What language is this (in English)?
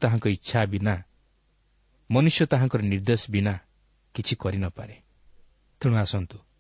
Odia